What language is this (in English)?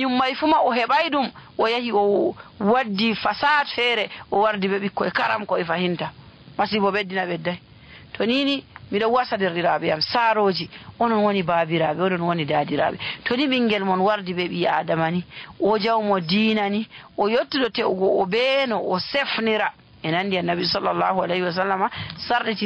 Nigerian Fulfulde